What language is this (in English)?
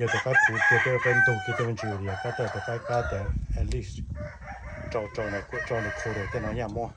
Hmong